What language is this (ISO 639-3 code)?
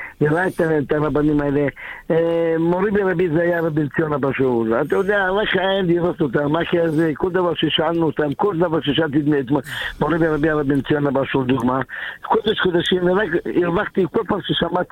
heb